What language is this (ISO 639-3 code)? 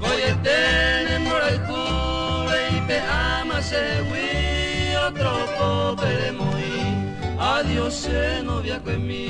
grn